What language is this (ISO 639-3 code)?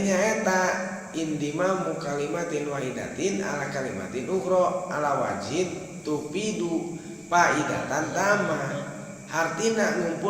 sun